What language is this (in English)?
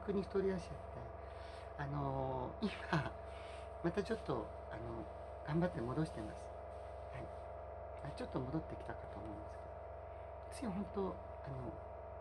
Japanese